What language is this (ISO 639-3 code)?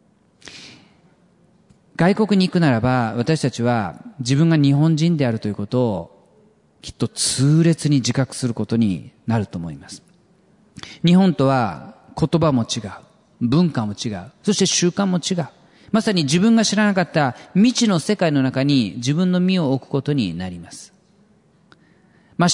jpn